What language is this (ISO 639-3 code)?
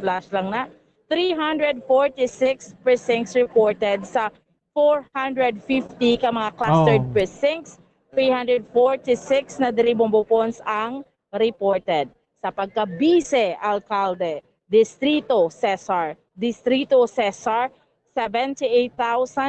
hil